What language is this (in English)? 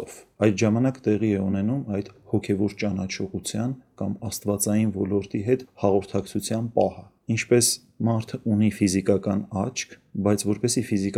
Armenian